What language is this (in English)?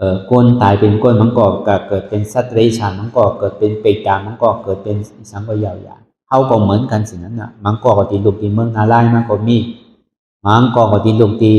Shan